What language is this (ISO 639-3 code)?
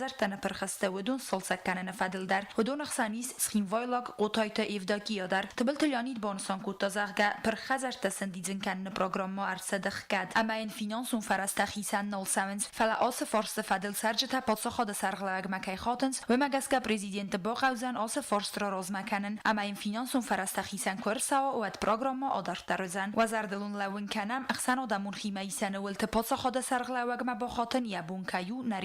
oss